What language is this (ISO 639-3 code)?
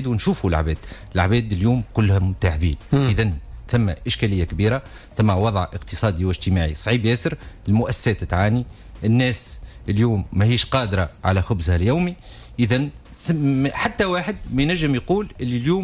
aeb